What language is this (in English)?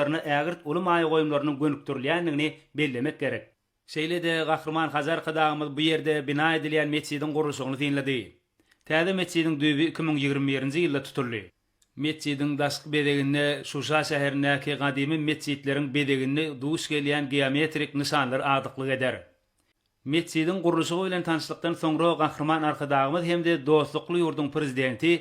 Turkmen